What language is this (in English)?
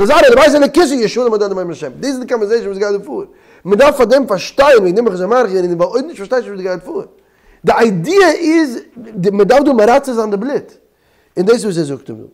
Yiddish